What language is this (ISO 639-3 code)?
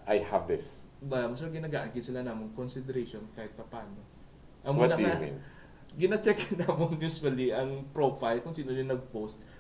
hil